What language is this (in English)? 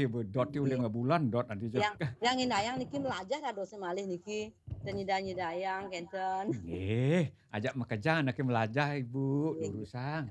Balinese